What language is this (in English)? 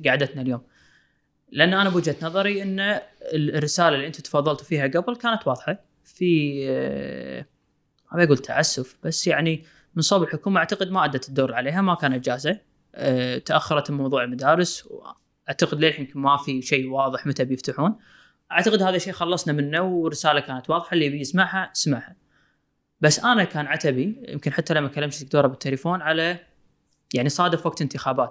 Gulf Arabic